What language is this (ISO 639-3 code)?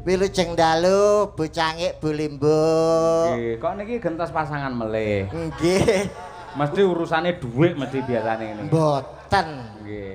jav